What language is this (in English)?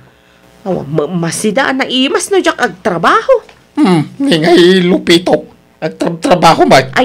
Iloko